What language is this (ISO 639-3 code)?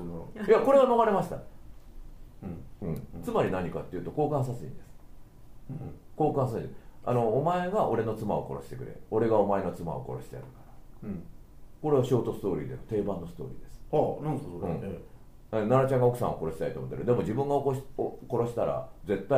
jpn